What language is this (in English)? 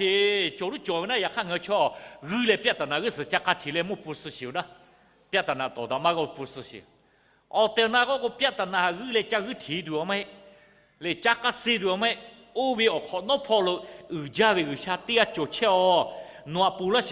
Lahu